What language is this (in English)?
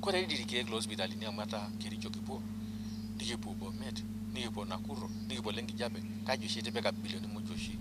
Masai